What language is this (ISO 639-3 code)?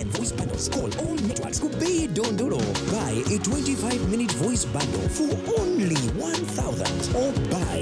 nyn